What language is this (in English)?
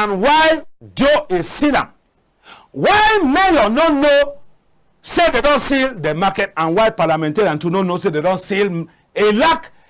Cameroon Pidgin